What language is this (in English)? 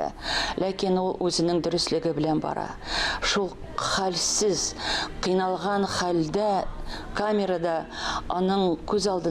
Tatar